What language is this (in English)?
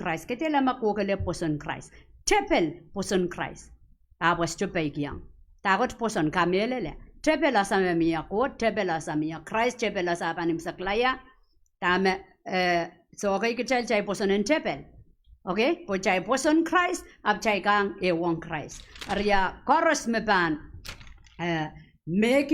Pohnpeian